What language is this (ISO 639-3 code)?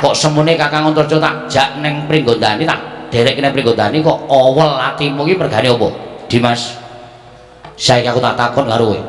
jav